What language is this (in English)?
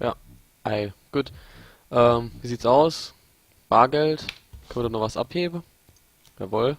Palatine German